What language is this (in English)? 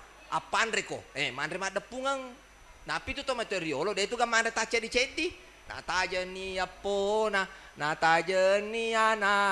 Buginese